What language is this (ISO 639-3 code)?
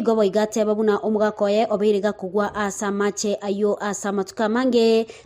guz